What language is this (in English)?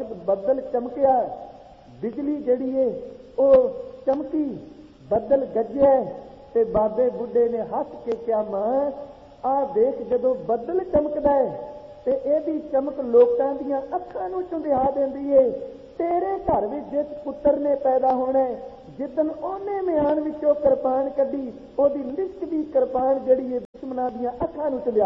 Punjabi